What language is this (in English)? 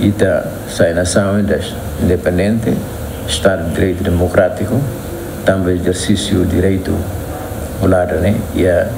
Tetum